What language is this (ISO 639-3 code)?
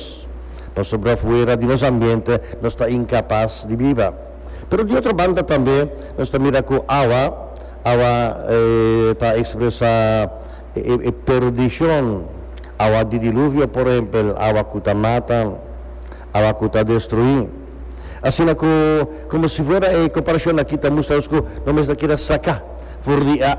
pap